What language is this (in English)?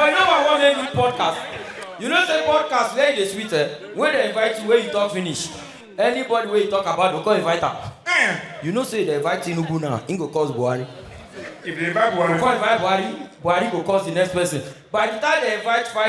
Nigerian Pidgin